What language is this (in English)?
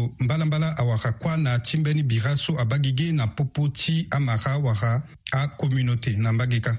Sango